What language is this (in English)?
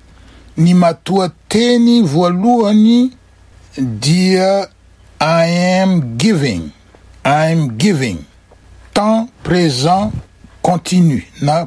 Malagasy